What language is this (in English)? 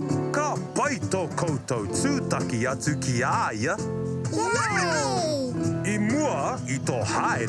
Māori